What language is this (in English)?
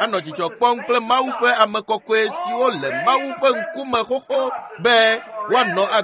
Ewe